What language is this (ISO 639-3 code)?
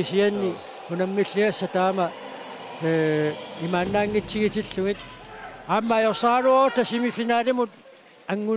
kal